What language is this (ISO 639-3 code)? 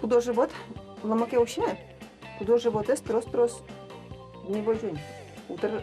udm